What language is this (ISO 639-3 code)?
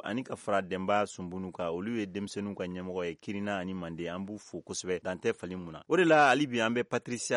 bam